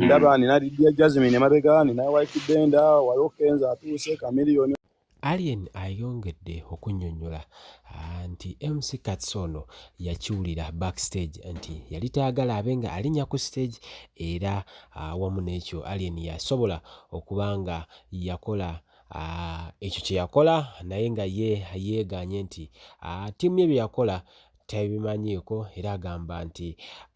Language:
Ganda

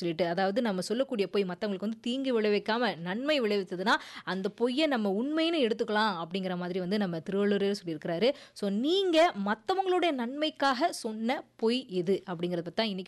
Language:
Tamil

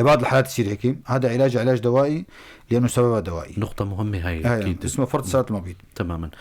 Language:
North Levantine Arabic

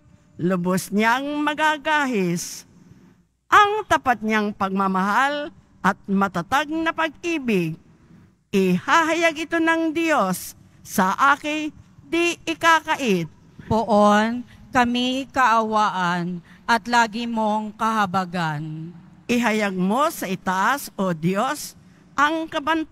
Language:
Filipino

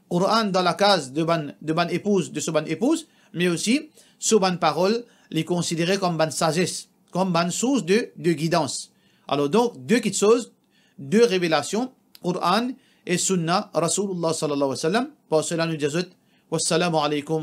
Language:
Morisyen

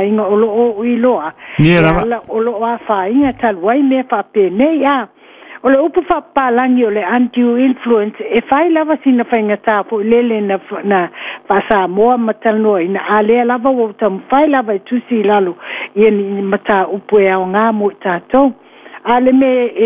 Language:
Samoan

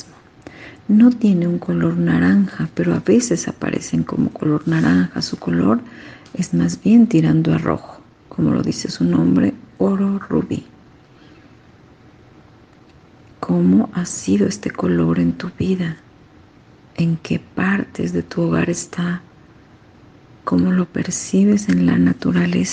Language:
Spanish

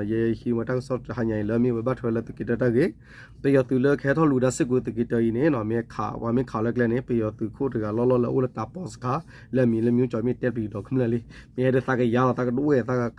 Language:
S'gaw Karen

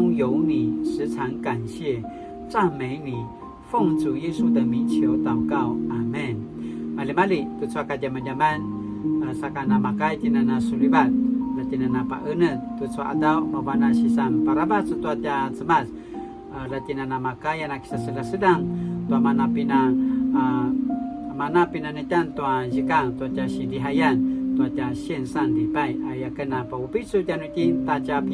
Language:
Paiwan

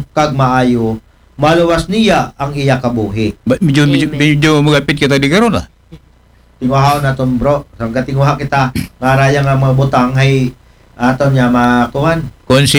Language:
Aklanon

